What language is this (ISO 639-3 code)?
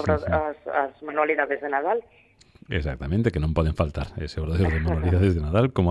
glg